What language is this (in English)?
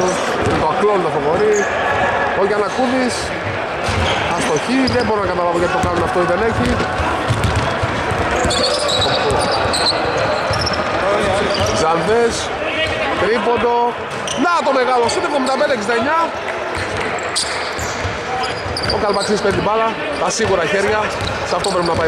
Greek